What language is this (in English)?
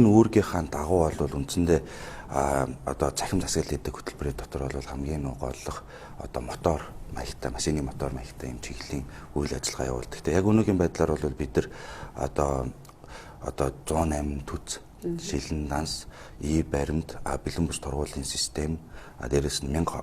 Mongolian